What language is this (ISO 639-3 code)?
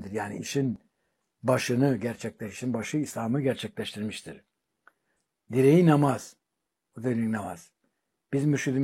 tur